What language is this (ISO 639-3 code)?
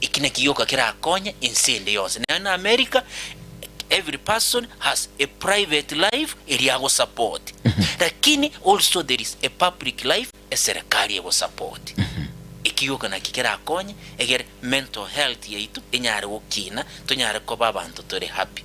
guz